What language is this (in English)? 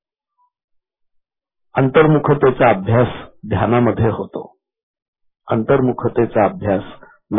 Marathi